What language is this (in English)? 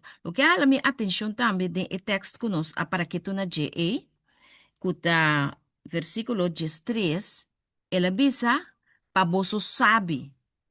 Papiamento